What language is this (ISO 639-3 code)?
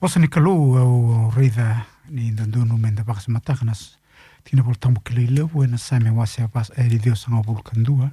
fij